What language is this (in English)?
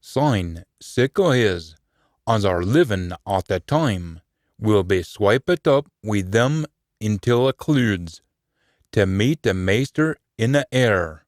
Scots